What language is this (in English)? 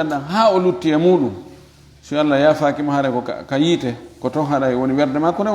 Fula